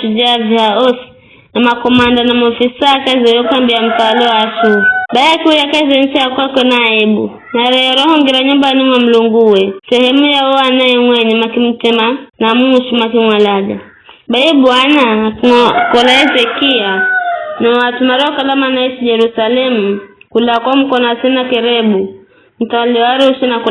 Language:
Giryama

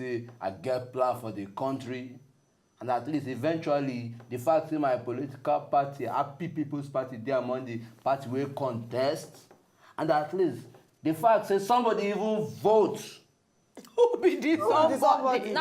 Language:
Nigerian Pidgin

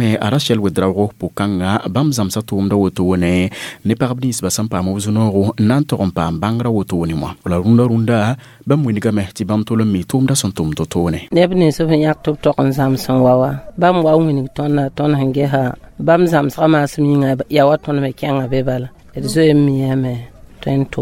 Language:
Mossi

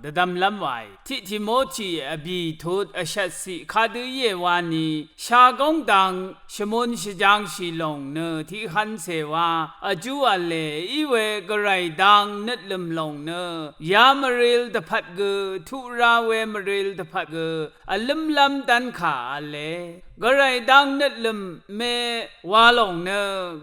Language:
Rawang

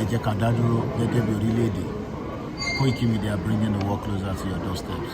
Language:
Yoruba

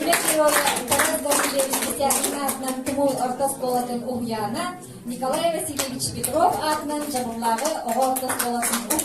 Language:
Yakut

